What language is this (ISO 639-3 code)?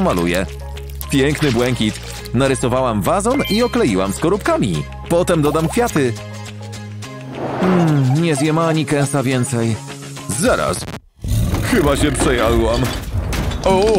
pol